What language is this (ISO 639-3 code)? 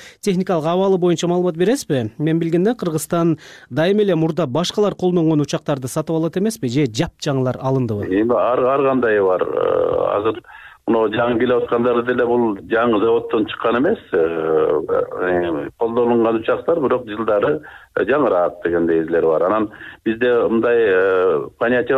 kir